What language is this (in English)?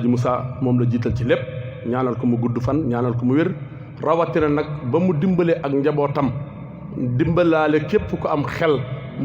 Wolof